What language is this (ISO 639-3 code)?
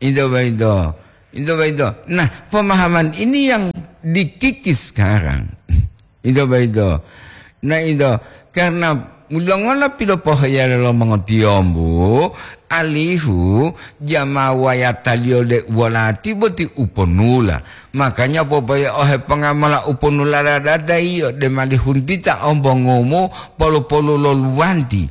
gor